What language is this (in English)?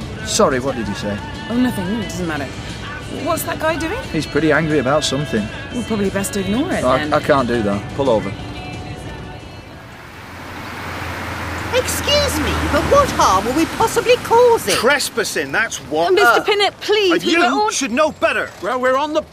English